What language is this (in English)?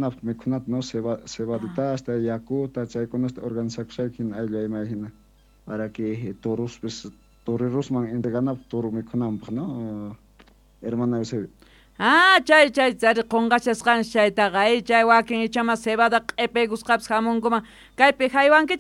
South Bolivian Quechua